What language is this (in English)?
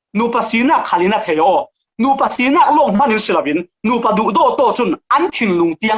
Falam Chin